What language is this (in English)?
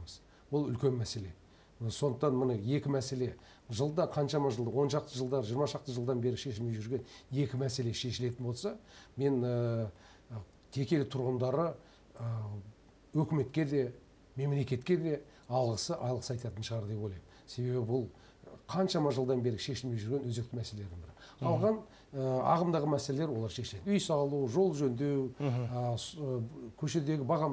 Kazakh